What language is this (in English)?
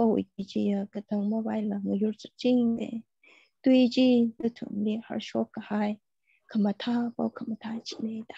Tangkhul Naga (India)